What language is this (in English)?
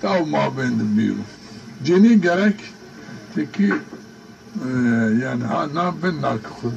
Zaza